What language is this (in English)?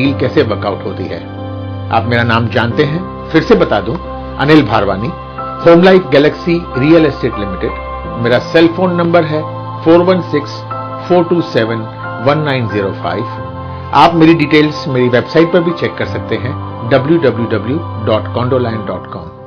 Punjabi